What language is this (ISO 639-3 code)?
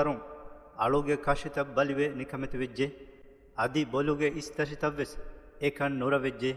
div